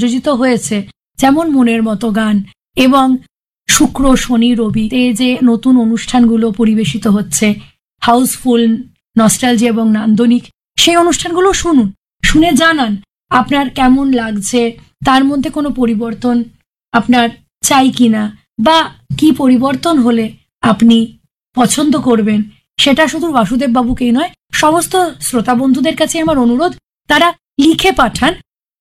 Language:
Bangla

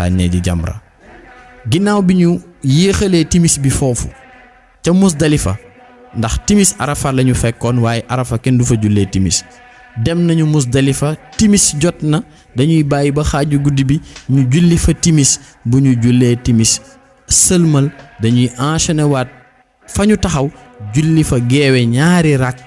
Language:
Wolof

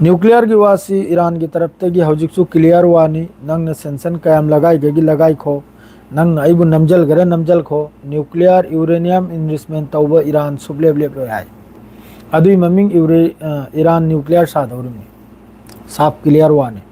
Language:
Manipuri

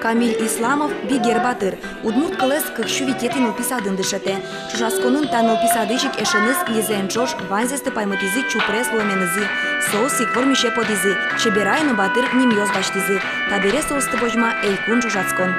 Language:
Udmurt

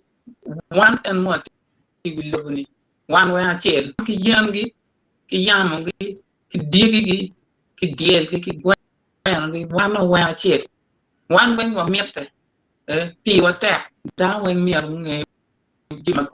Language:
Acoli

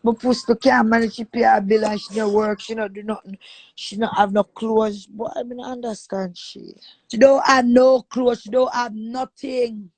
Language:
Jamaican Creole English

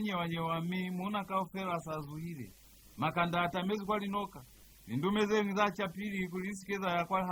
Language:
Lozi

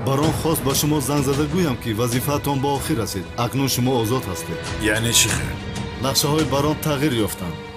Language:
Tajik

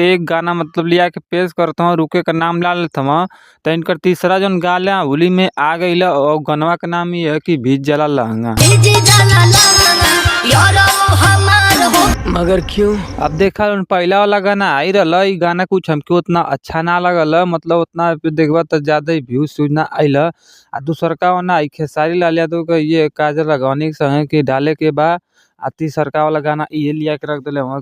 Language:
Bhojpuri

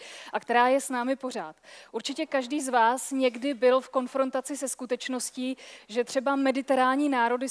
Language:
Czech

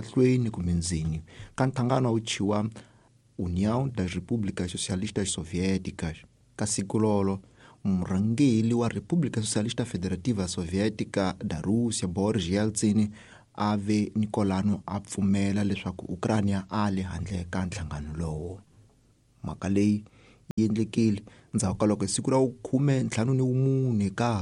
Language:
Tsonga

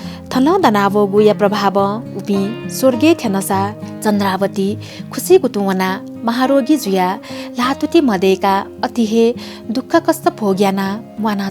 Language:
Newari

